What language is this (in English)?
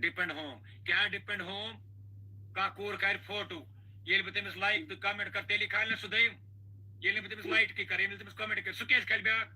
Kashmiri